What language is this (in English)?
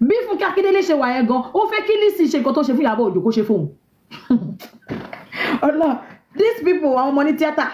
Yoruba